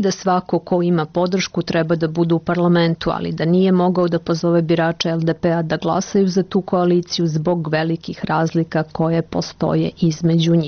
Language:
Serbian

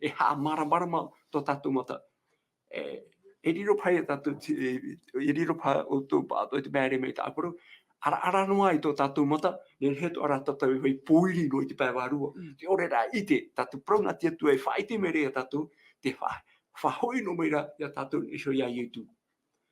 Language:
Tahitian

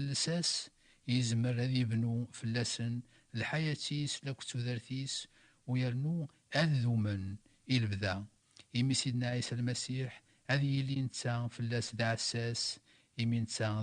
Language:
Kabyle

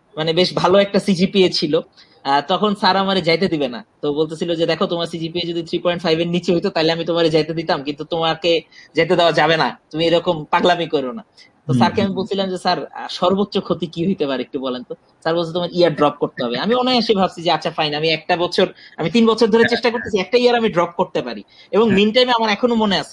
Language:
Bangla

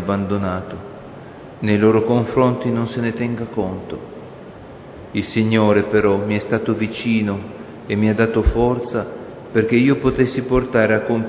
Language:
Italian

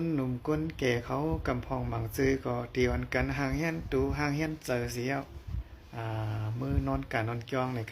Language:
Shan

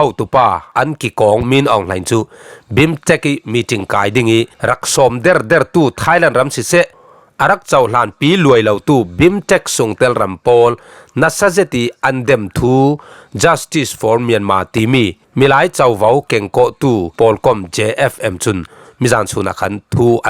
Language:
Falam Chin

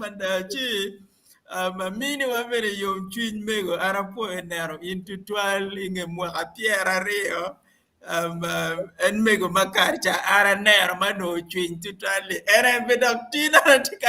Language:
Acoli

